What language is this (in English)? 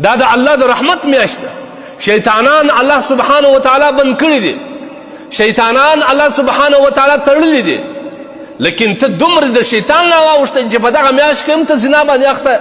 Pashto